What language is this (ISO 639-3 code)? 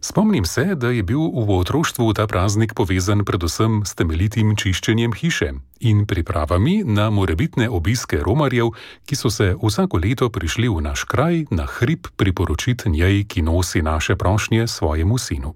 slv